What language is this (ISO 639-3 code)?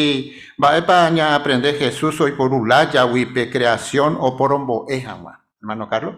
grn